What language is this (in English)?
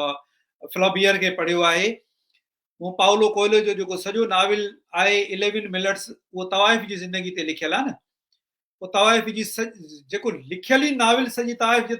Sindhi